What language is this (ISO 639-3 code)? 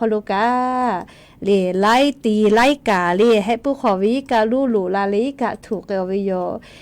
lhu